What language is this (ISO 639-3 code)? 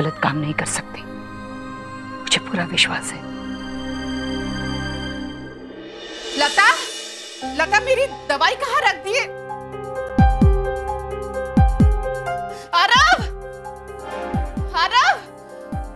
hin